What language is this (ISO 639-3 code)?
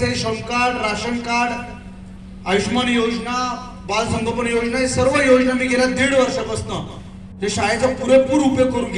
mar